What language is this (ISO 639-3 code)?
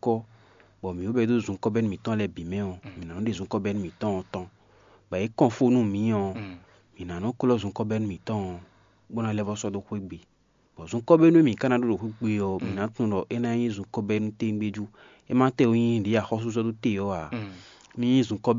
fon